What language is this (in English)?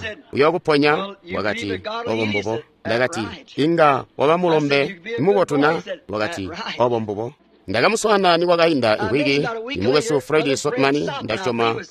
Tonga (Zambia)